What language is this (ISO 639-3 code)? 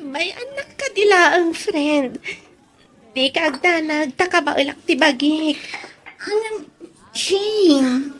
ilo